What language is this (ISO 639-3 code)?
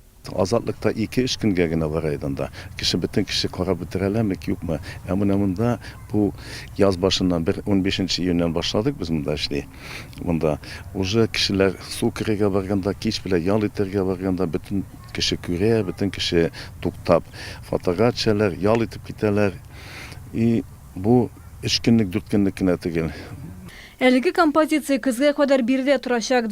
tat